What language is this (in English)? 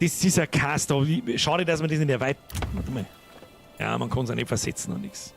Bavarian